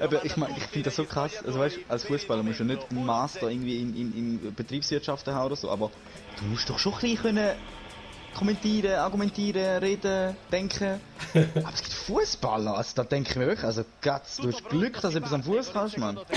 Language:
Swiss German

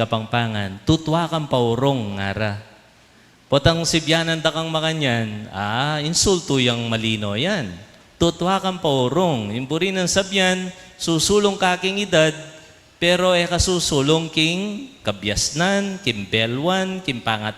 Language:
Pampanga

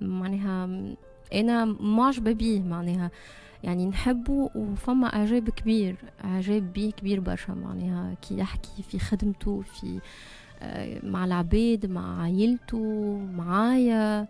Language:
Tunisian Arabic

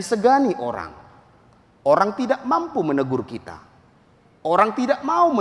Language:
Batak Toba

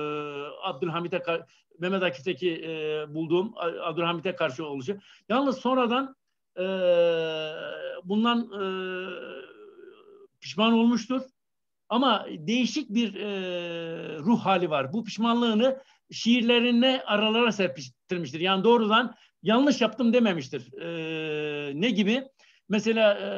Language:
Turkish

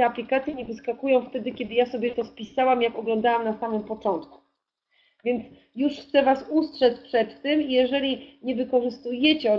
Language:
Polish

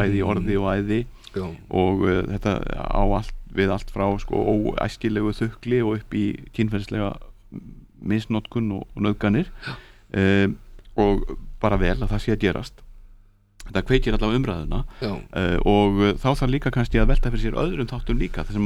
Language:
Icelandic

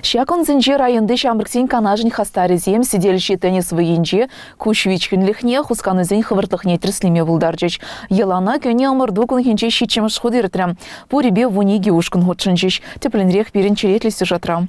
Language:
Chuvash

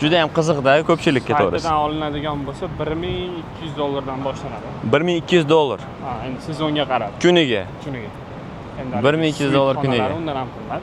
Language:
Uzbek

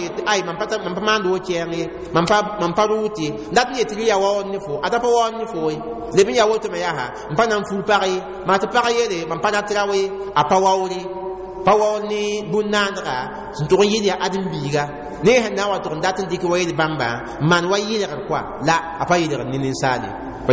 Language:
Mossi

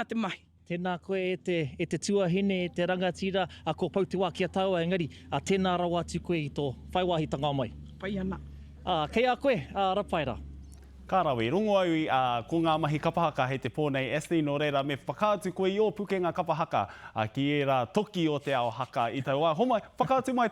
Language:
Māori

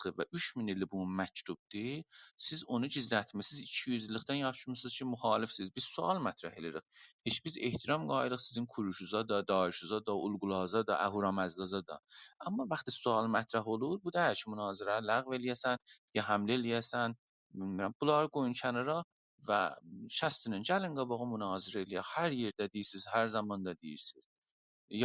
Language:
South Azerbaijani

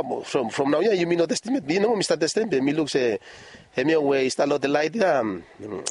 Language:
Bislama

